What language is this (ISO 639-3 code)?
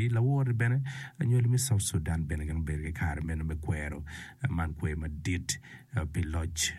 ach